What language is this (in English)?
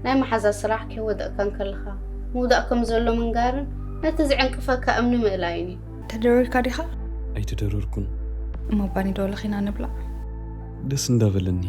Tigrinya